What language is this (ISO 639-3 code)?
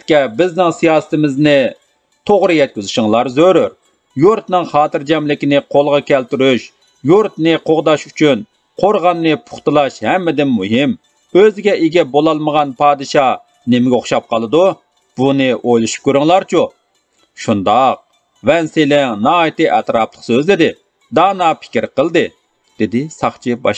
uig